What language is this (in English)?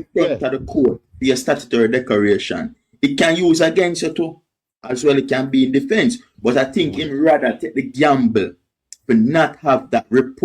Jamaican Creole English